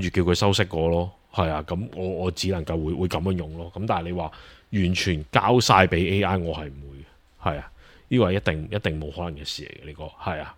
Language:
Cantonese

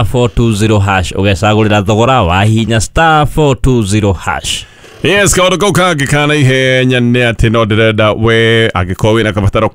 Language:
Kikuyu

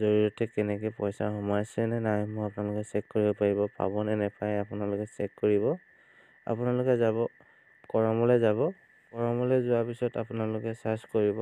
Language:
Assamese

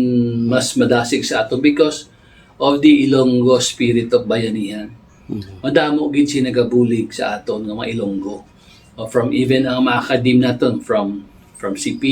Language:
Hiligaynon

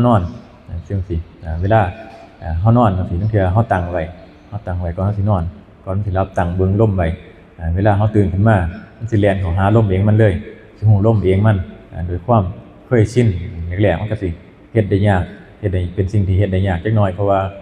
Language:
Northeastern Thai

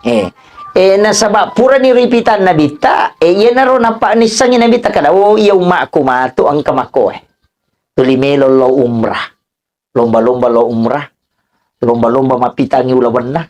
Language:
Buginese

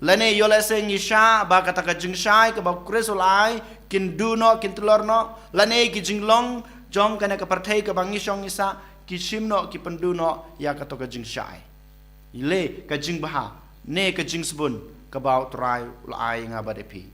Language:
Khasi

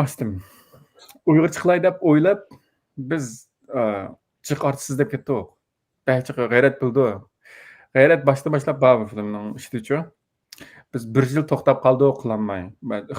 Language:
Uyghur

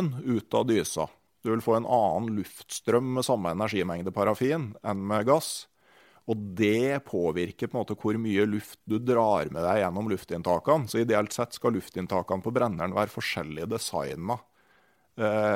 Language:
Norwegian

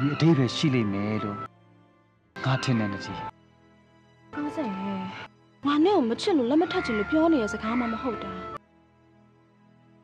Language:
Burmese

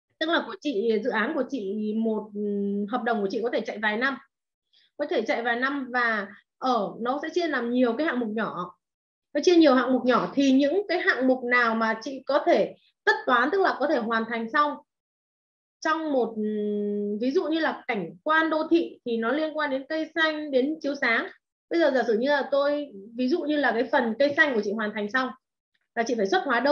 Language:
Vietnamese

